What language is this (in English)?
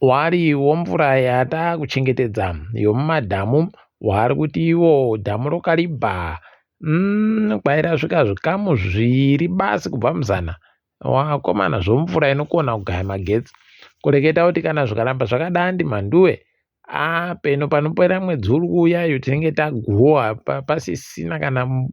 Ndau